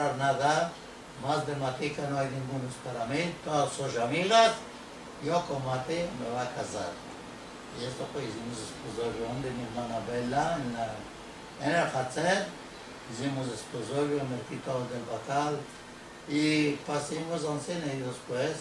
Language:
Ladino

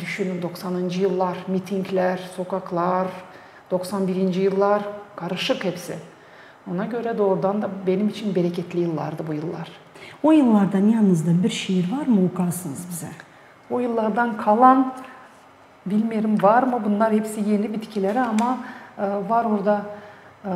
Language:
Gagauz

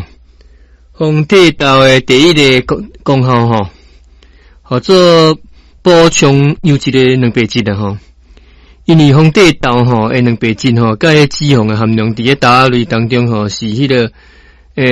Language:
Min Nan Chinese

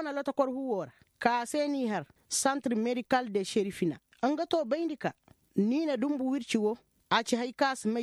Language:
Koyraboro Senni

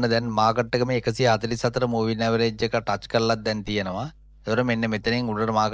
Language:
Sinhala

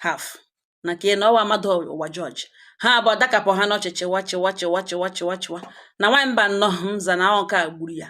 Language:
Igbo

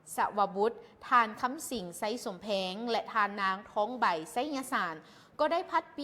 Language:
Lao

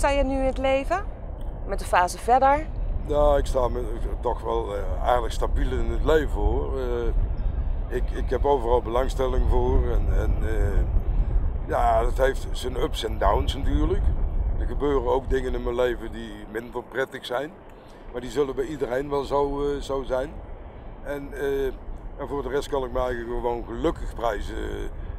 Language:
Dutch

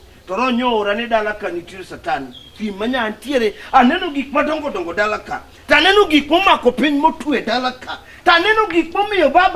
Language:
Luo (Kenya and Tanzania)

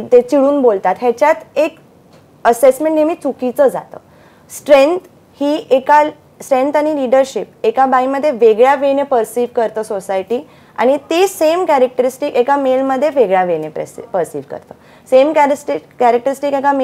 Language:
Marathi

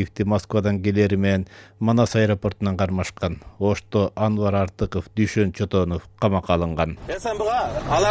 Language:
Kyrgyz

